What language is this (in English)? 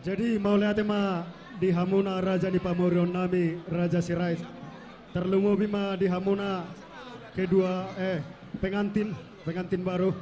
Batak Toba